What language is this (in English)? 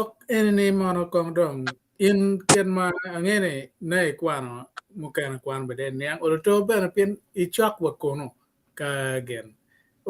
Acoli